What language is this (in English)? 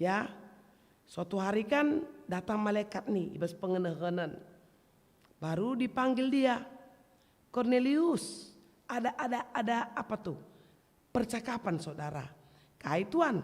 Batak Karo